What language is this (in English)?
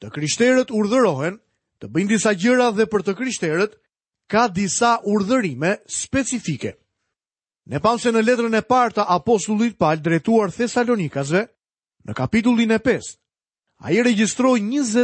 Albanian